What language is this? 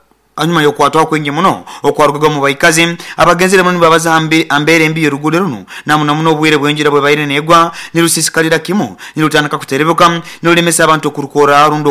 Nyoro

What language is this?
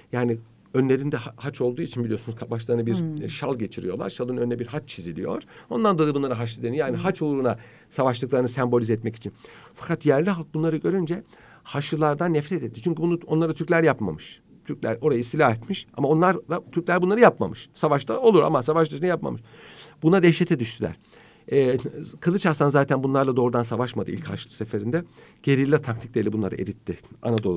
Turkish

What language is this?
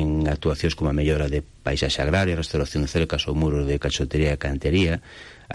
Galician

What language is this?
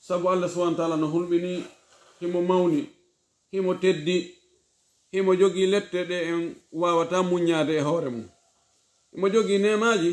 Pular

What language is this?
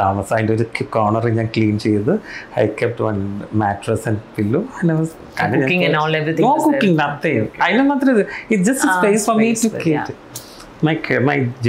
Malayalam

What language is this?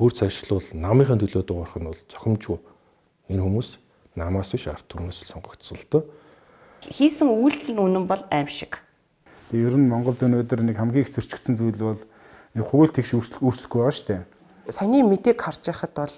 Mongolian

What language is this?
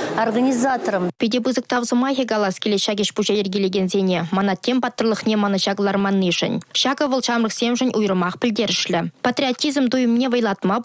Chuvash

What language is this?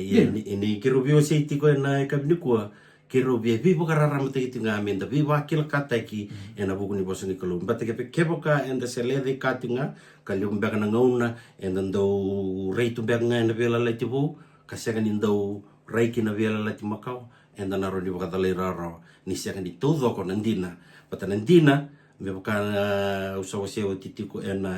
Fijian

